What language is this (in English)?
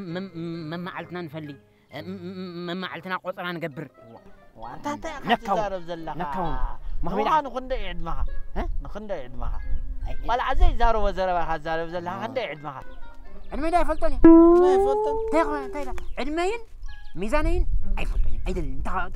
Tigrinya